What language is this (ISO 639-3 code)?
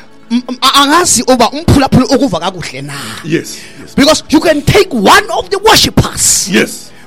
xho